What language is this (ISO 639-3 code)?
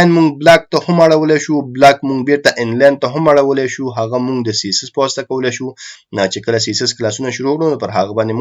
pus